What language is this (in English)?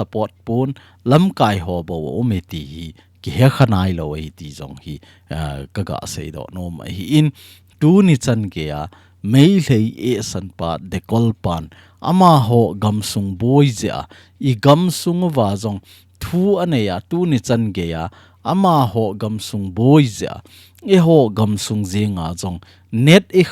Thado Chin